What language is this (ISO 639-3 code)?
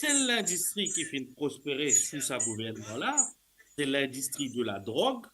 mfe